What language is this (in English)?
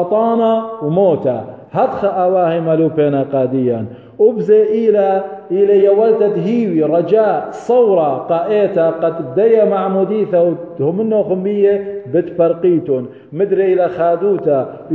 Assyrian Neo-Aramaic